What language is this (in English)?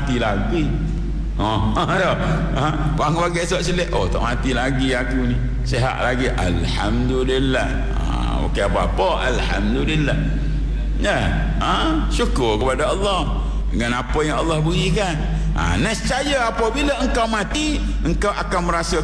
Malay